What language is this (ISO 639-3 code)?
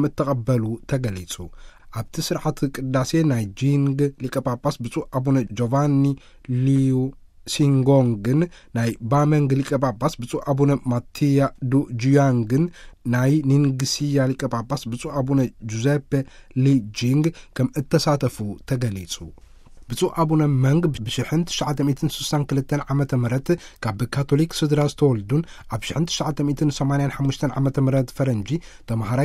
tir